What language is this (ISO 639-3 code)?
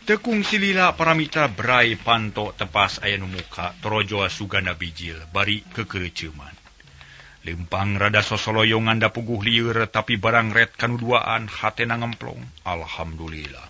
sun